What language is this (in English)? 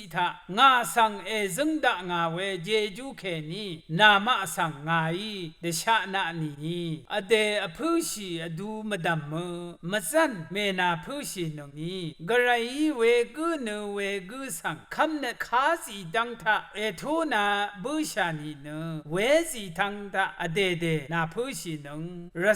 Rawang